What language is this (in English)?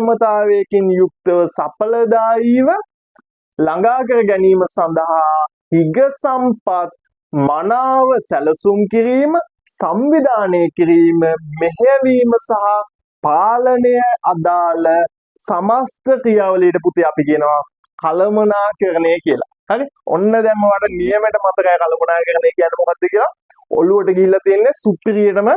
Sinhala